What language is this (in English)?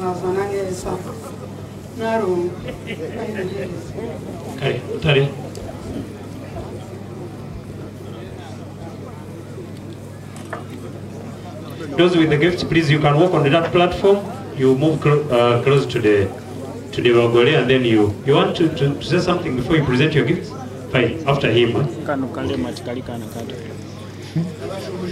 Kinyarwanda